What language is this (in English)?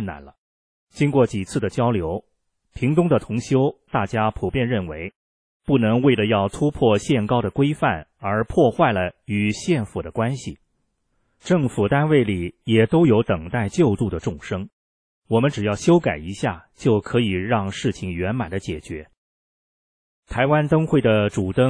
Chinese